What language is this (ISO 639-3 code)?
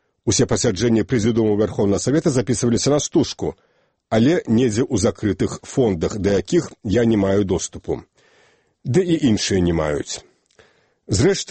bel